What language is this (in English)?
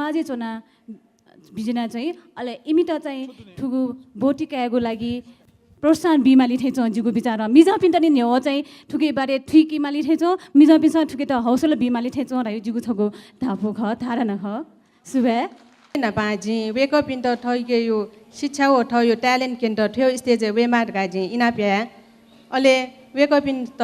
Newari